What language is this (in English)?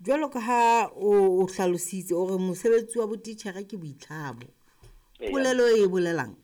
Southern Sotho